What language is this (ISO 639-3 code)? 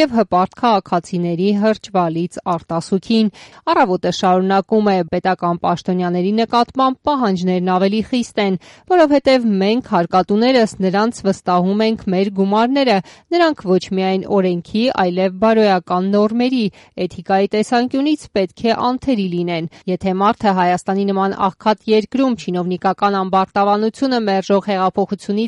hye